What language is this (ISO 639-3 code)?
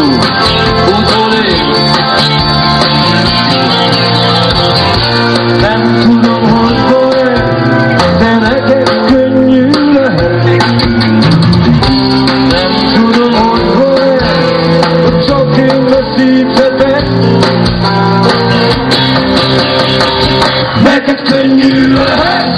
hun